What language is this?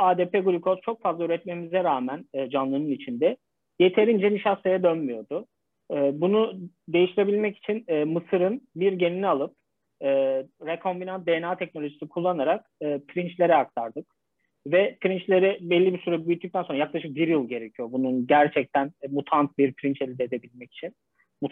Turkish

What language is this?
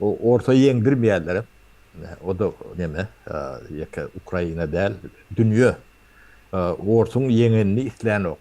Turkmen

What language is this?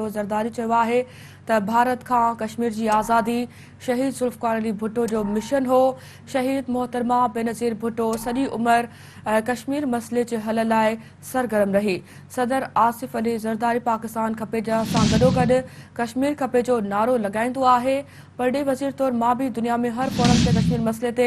Sindhi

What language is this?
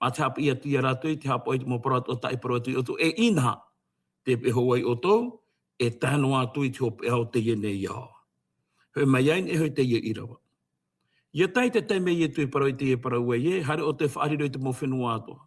Tahitian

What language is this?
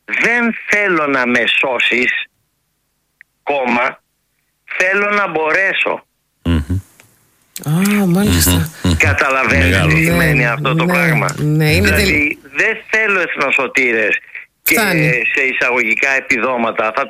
Greek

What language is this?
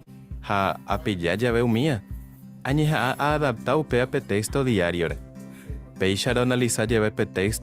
Guarani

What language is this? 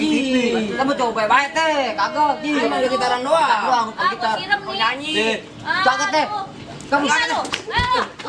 Betawi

